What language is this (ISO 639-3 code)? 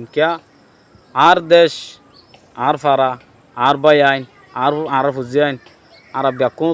rhg